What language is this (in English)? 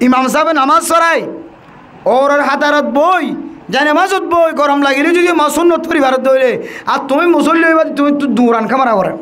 Rohingya